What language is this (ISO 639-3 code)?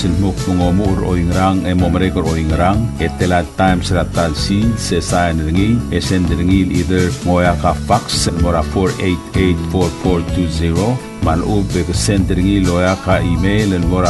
pau